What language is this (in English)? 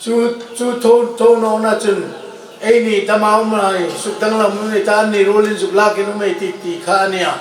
Hmar